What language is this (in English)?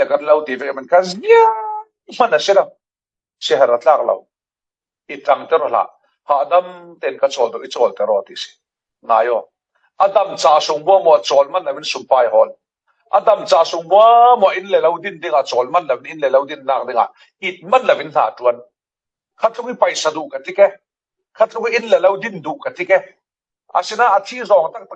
Falam Chin